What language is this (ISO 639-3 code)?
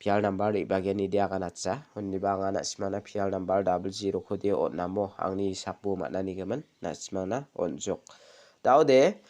grt